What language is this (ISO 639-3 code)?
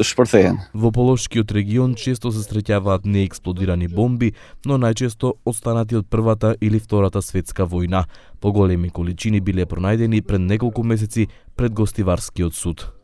mkd